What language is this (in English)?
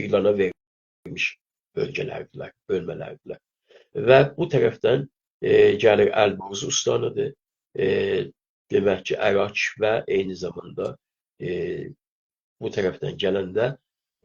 South Azerbaijani